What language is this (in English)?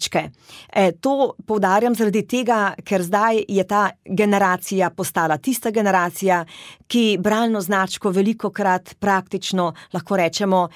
Slovenian